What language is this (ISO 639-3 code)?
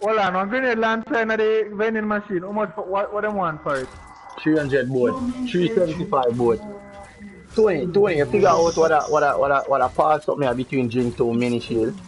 jam